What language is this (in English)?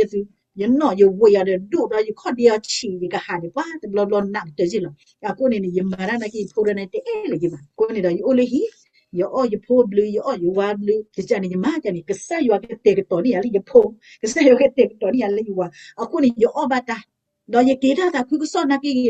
S'gaw Karen